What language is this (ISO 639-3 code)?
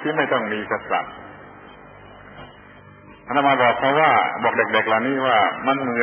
tha